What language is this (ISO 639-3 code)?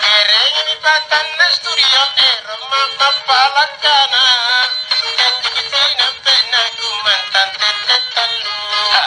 mak